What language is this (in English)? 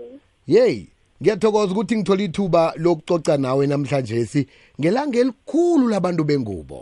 South Ndebele